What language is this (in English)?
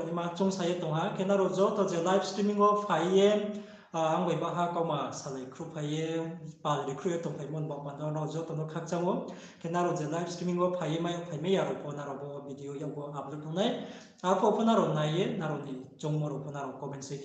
Riang (India)